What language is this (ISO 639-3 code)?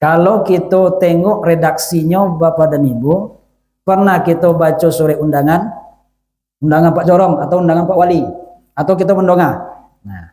min